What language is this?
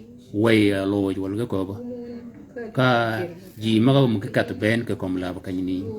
Shilluk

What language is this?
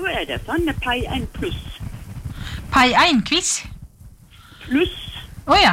Norwegian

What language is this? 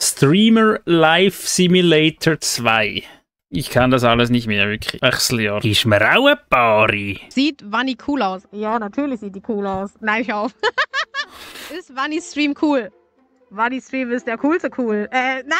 Swiss German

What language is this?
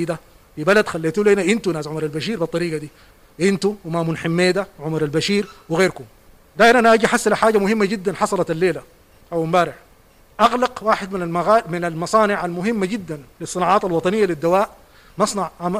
Sudanese Arabic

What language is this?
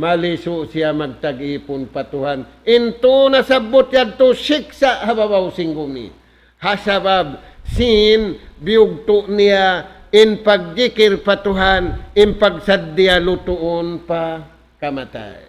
Tausug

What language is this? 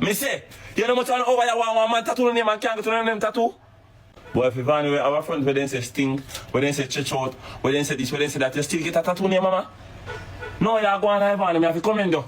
Jamaican Creole English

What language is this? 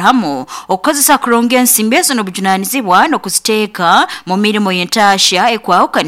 Nyoro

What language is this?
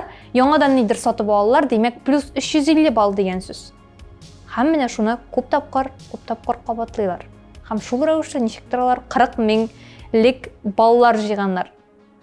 Tatar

